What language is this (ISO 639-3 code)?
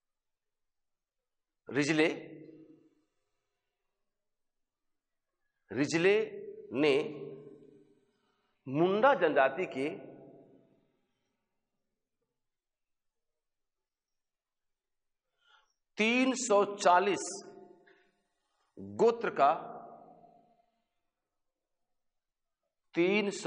hin